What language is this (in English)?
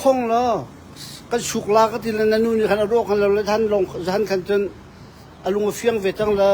Hakha Chin